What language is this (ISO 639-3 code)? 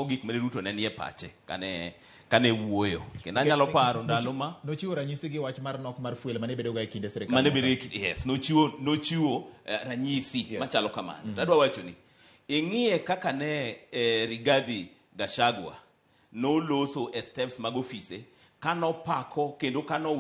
luo